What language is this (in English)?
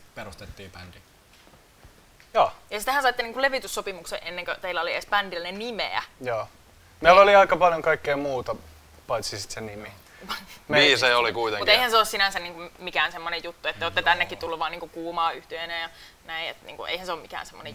Finnish